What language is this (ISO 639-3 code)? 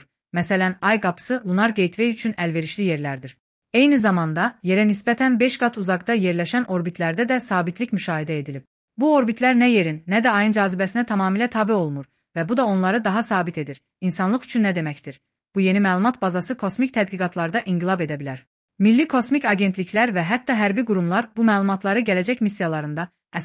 aze